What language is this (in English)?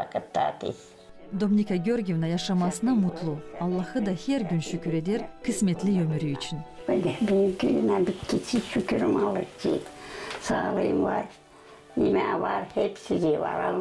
Gagauz